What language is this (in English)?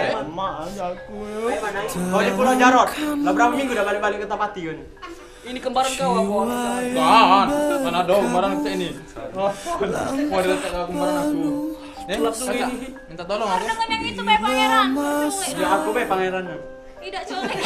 Musi